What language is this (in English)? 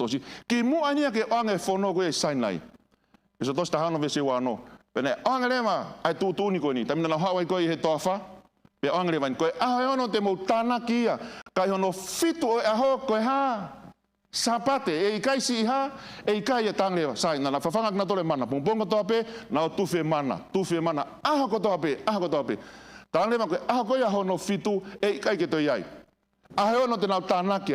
Tongan